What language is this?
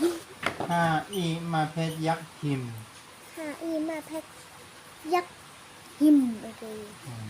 Shan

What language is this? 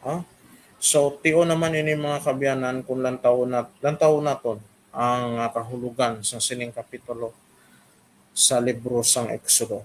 Hiligaynon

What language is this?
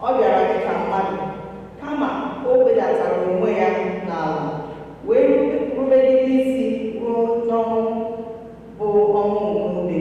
Igbo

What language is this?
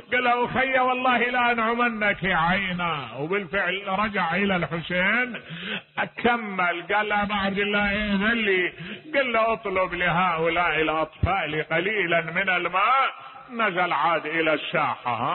Mesopotamian Arabic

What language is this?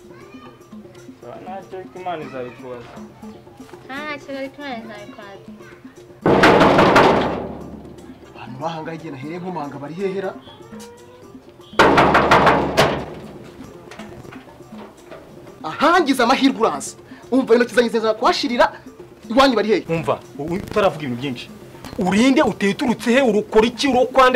Kinyarwanda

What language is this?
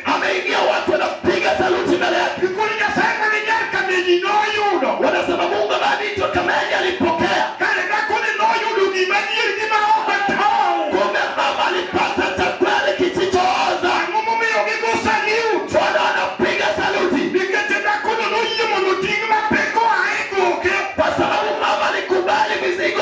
Luo (Kenya and Tanzania)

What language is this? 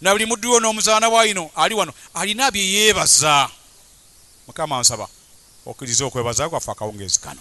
Ganda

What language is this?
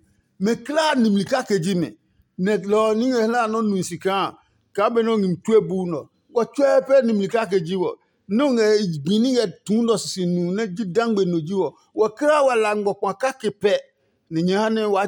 Adangme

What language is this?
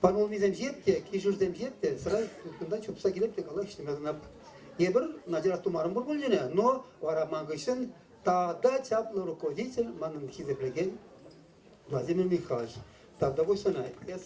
Chuvash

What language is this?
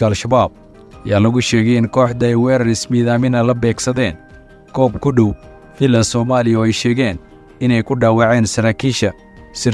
Somali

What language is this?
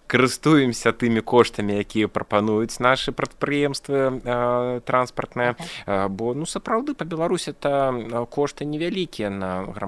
Belarusian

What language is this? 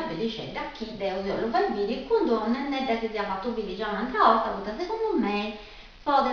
Sardinian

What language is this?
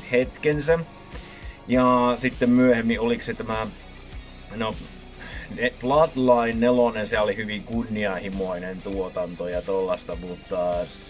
Finnish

